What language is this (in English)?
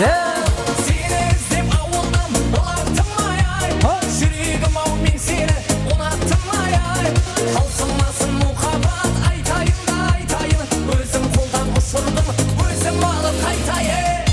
Kara-Kalpak